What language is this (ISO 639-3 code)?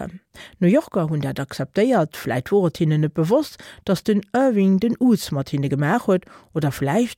ltz